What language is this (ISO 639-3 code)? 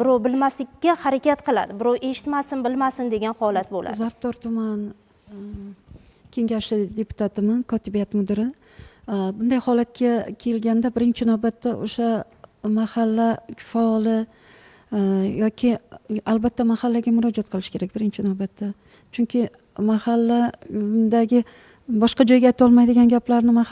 uzb